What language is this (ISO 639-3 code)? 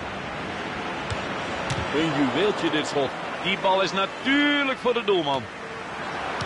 nld